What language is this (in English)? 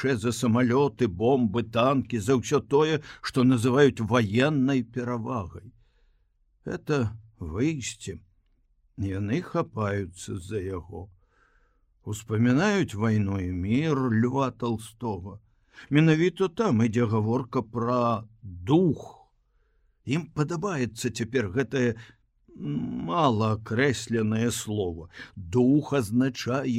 Belarusian